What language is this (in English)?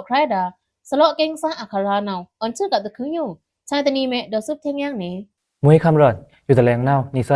Pa'o Karen